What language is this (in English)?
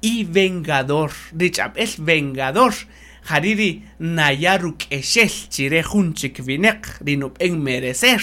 Kaqchikel